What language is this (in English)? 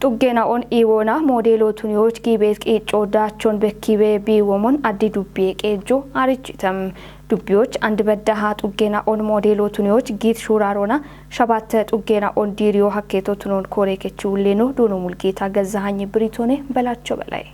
Kafa